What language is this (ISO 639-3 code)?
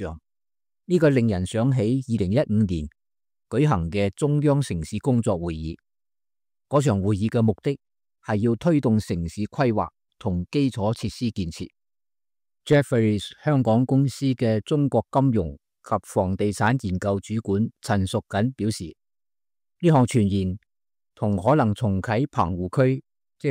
yue